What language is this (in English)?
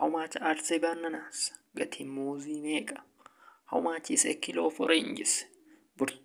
Oromo